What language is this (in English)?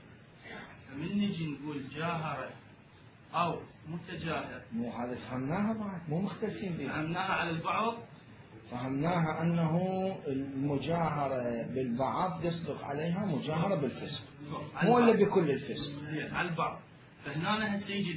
Mesopotamian Arabic